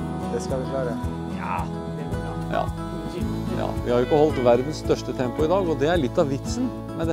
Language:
Norwegian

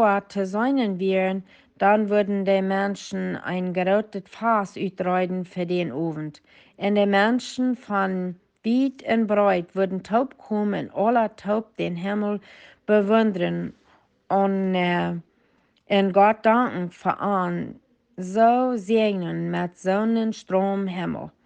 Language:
Plautdietsch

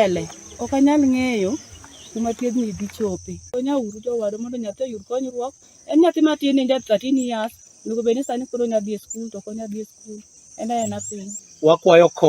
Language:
Luo (Kenya and Tanzania)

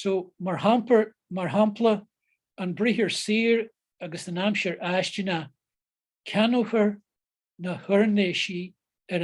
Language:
Irish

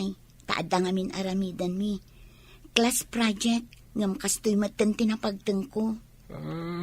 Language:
Iloko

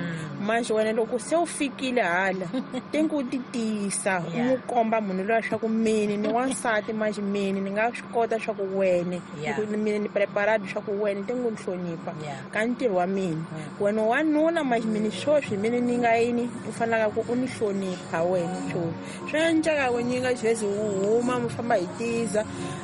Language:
Tsonga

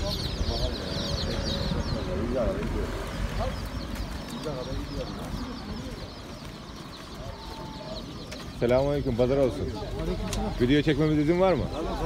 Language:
Turkish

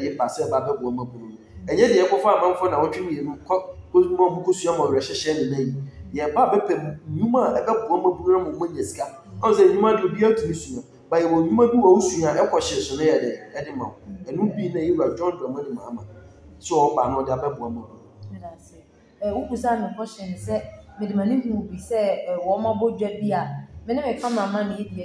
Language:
Akan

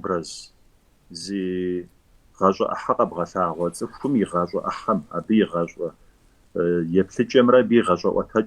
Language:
Kabardian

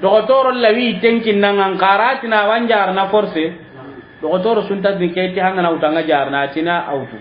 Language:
Soninke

